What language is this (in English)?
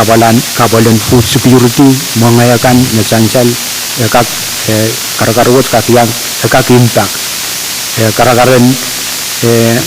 Pohnpeian